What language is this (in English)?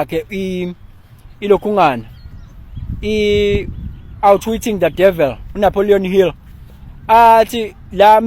Zulu